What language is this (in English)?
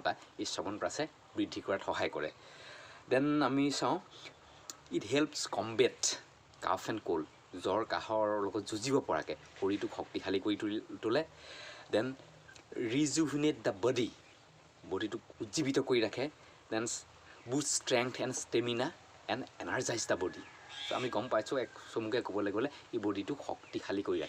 Assamese